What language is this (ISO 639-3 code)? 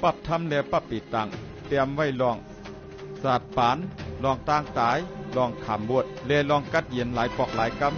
shn